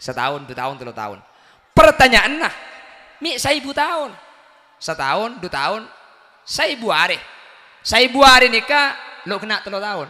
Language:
Madurese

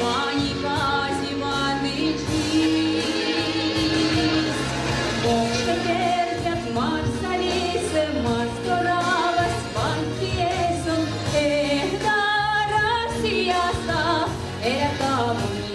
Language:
Erzya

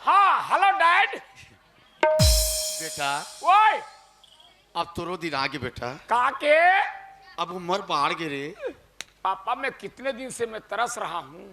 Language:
Chhattisgarhi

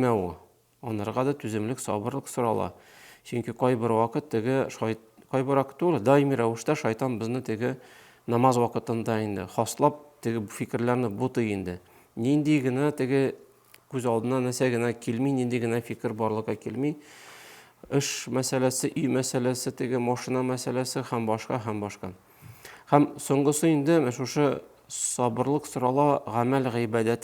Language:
Tatar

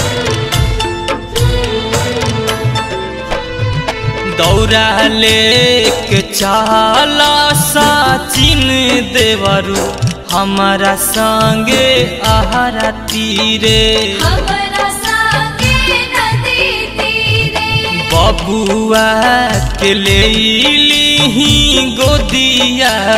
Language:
Bhojpuri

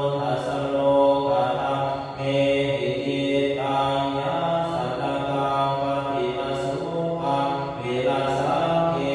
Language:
Pali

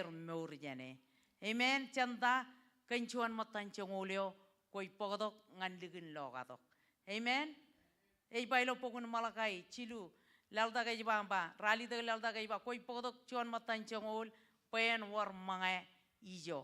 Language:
Marshallese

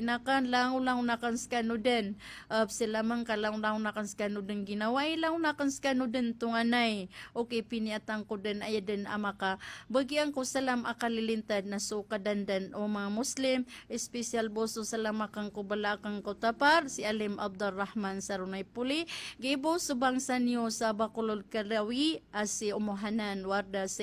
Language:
Maranao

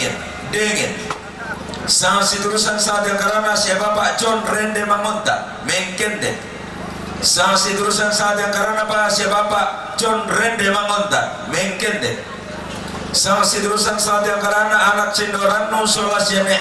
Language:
Toraja-Sa'dan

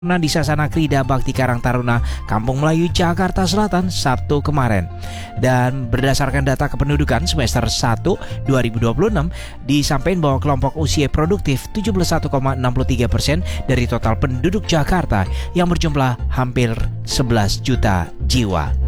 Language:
Indonesian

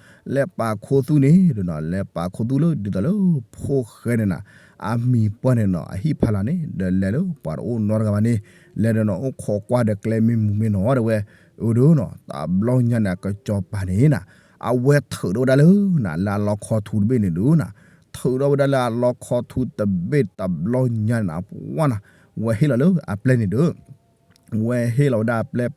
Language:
S'gaw Karen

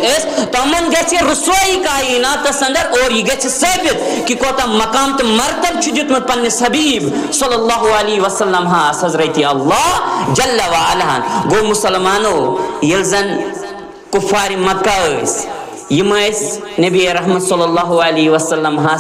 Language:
Kashmiri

